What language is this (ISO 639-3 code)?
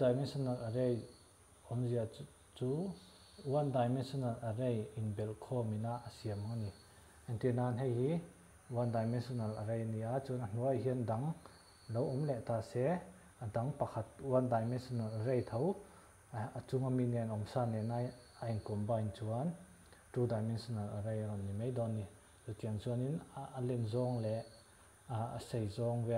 lus